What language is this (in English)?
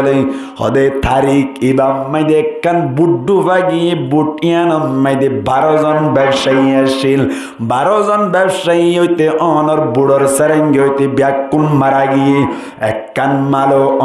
Rohingya